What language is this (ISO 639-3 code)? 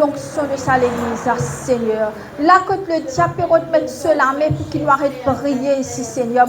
mfe